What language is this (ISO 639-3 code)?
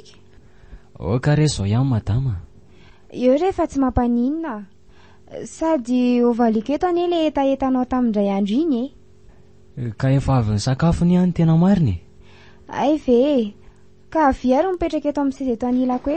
mlg